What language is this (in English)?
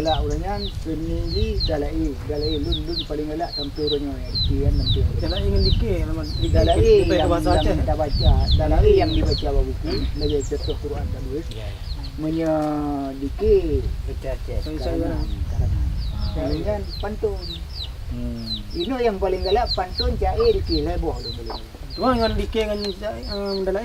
Achinese